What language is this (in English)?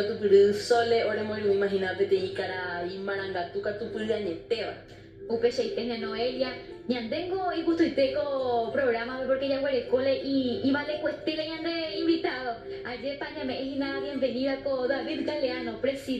Guarani